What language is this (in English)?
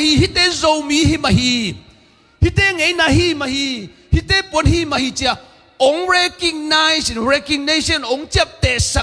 Tedim Chin